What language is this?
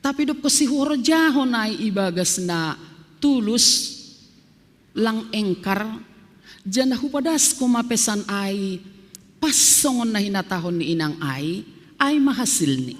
Batak Simalungun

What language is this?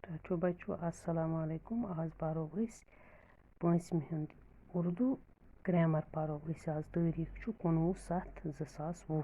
Kashmiri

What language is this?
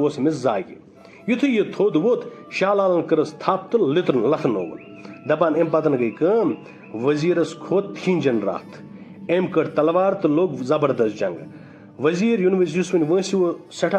Kashmiri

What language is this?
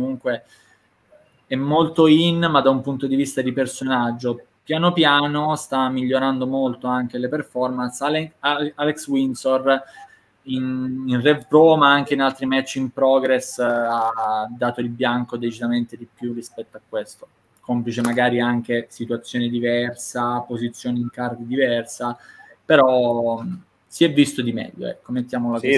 Italian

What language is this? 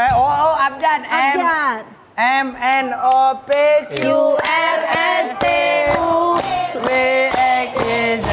Musi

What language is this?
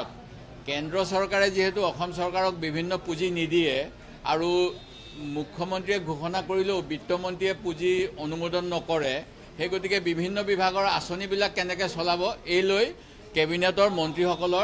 Assamese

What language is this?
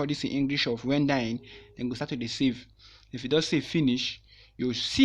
Nigerian Pidgin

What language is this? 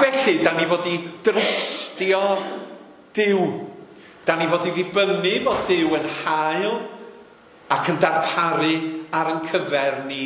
Welsh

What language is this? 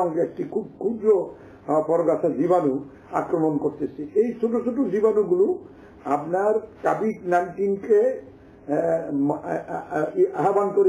Bangla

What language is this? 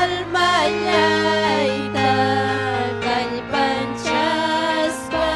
Ayacucho Quechua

